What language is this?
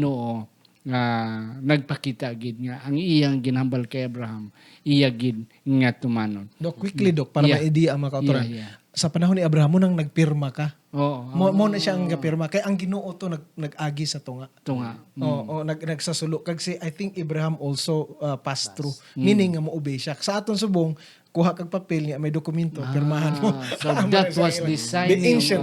Hiligaynon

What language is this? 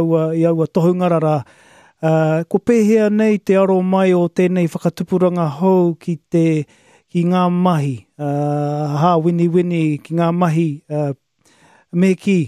Māori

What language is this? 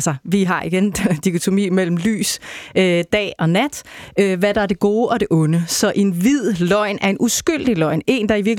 Danish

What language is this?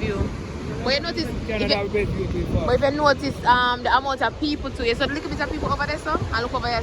Jamaican Creole English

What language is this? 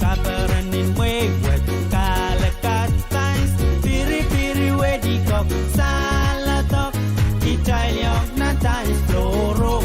Pohnpeian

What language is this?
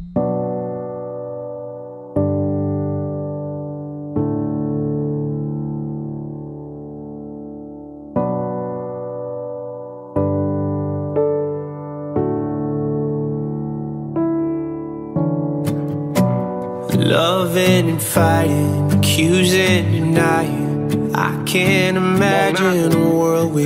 English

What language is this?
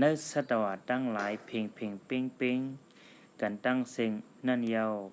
Shan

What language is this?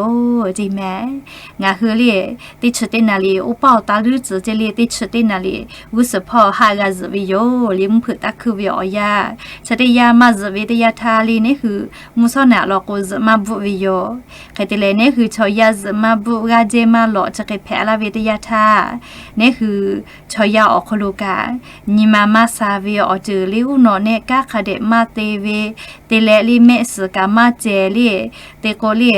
Lahu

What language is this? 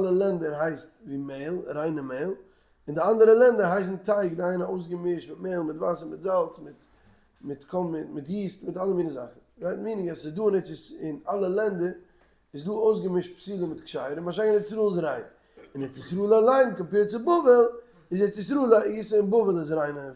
Yiddish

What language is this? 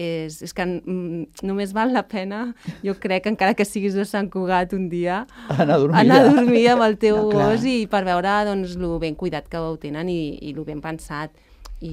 Catalan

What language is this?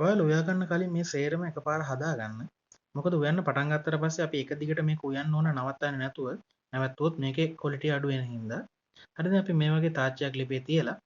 Sinhala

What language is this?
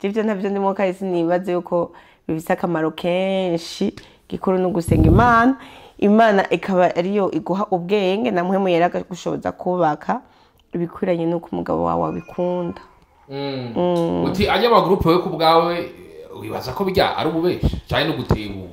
Rundi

